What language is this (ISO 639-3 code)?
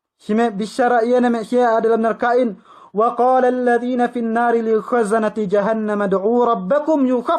yka